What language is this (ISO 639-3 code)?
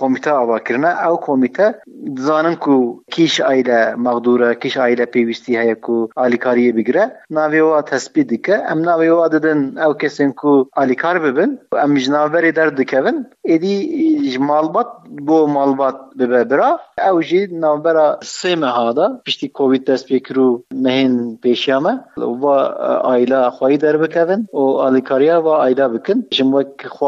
kur